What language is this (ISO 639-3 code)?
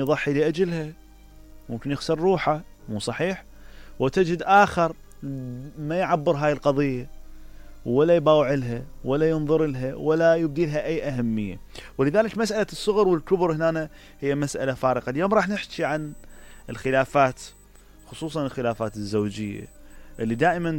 acm